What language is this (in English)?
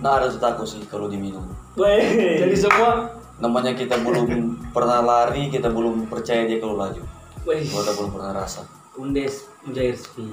Manado Malay